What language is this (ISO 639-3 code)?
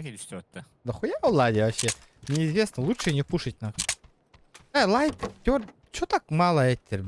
sah